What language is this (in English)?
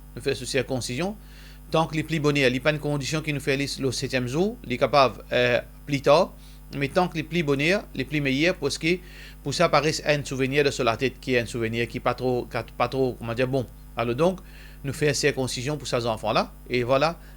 Morisyen